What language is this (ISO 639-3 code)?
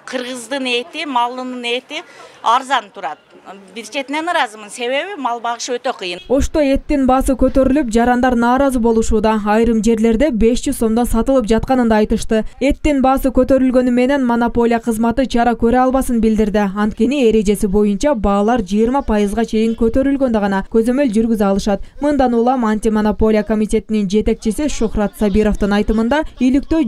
kir